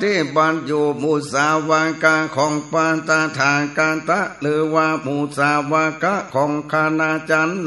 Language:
Northern Thai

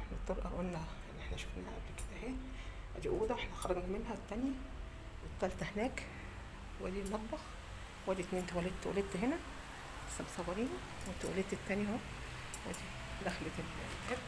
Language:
Egyptian Arabic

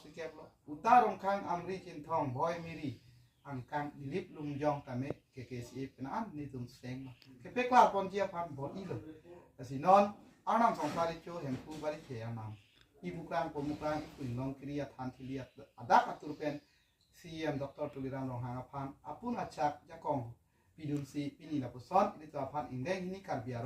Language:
Karbi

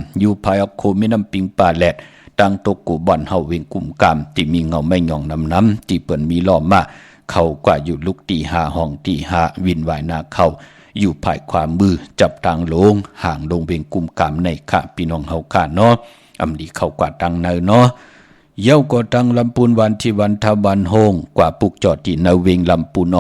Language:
Shan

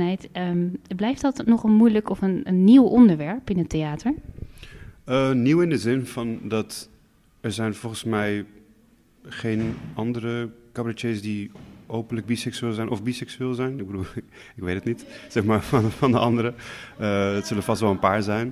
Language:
Dutch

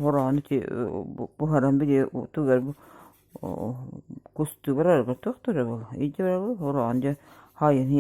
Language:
Yakut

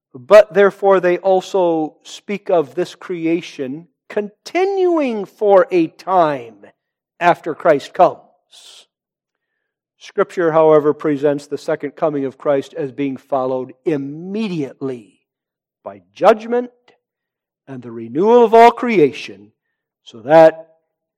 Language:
English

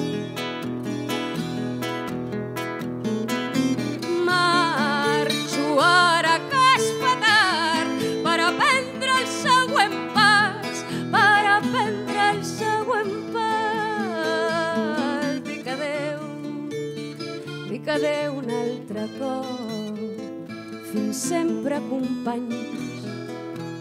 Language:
Catalan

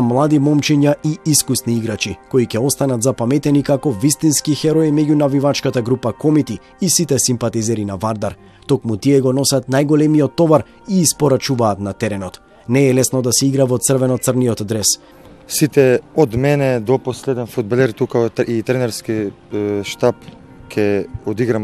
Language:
Macedonian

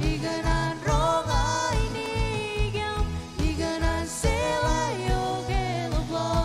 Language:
Marshallese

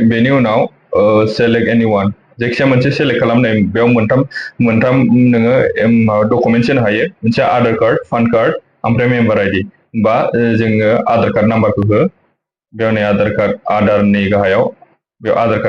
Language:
Bodo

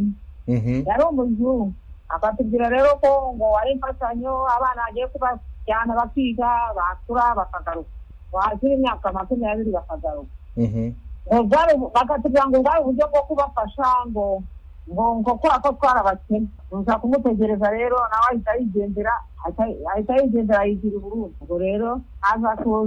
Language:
Kinyarwanda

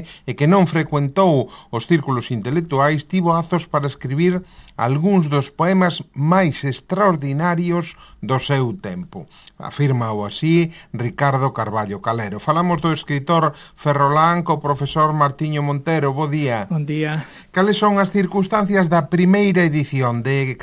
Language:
Galician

